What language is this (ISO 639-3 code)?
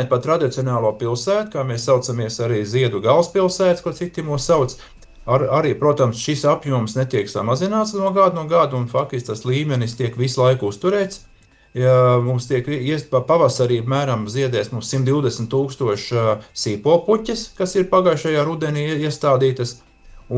lav